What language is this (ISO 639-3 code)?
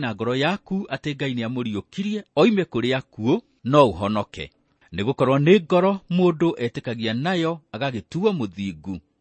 kik